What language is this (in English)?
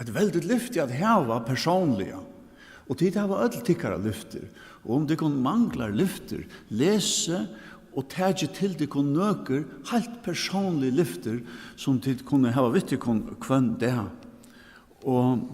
Faroese